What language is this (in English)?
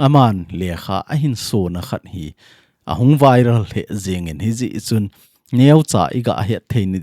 Thado Chin